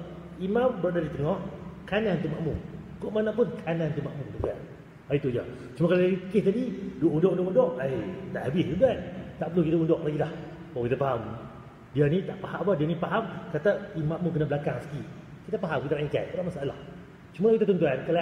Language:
Malay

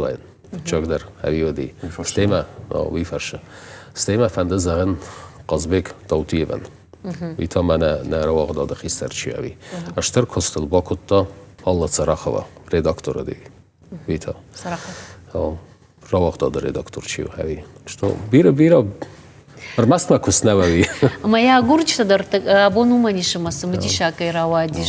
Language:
Ossetic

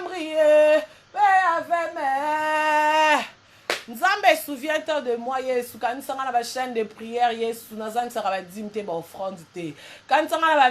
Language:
Lingala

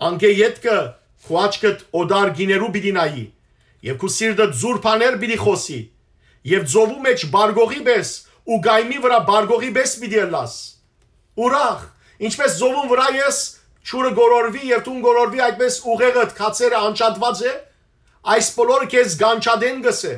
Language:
Western Armenian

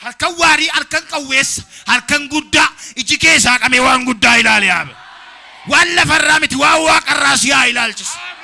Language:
Oromo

